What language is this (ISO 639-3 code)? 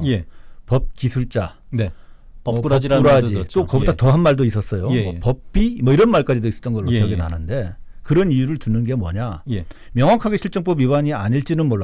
kor